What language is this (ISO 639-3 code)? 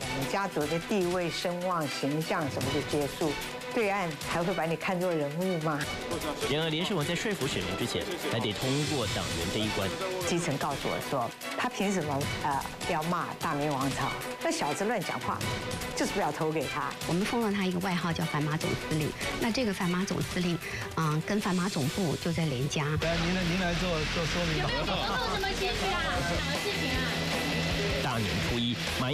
zho